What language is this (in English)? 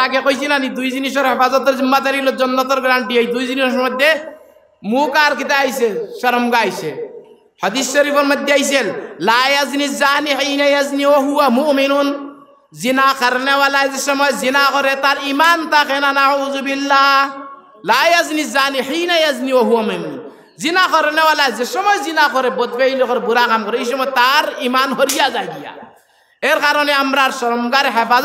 Sylheti